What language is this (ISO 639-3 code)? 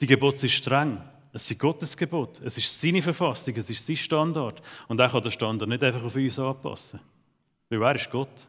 gsw